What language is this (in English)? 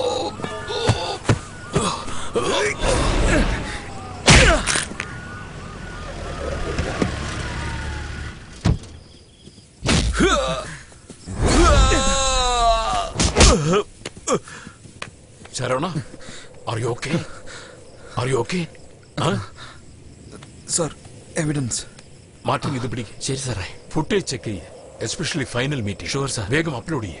Malayalam